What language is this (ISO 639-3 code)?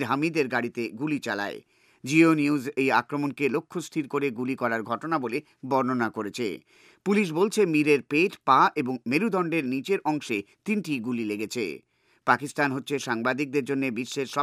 ben